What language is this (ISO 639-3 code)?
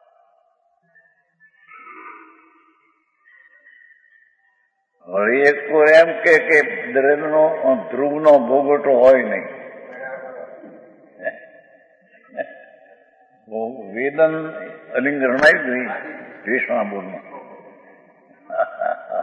guj